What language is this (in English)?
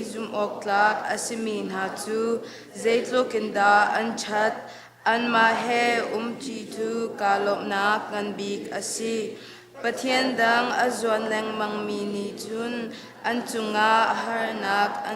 Hakha Chin